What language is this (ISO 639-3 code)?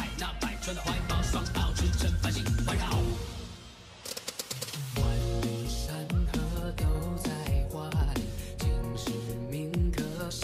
zho